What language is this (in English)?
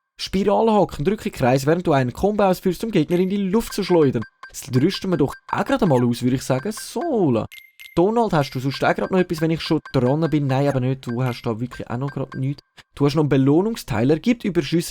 Swiss German